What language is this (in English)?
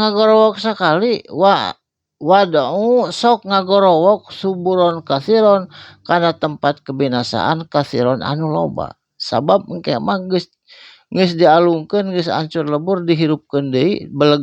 Sundanese